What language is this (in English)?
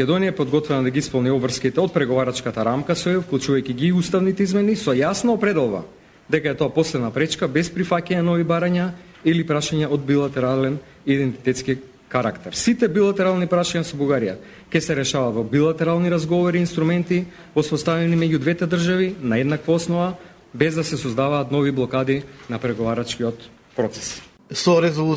Macedonian